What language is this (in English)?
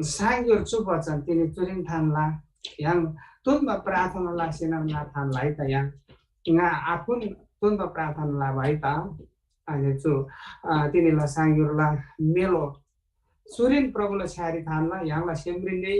Eastern Tamang